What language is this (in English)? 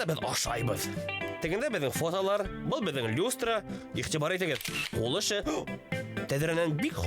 Bashkir